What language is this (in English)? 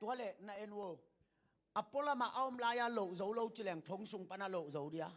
Tedim Chin